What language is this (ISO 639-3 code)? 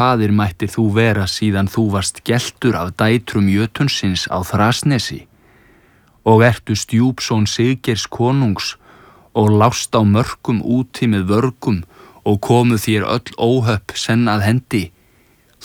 isl